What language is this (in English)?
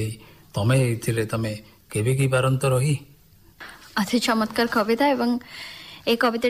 Odia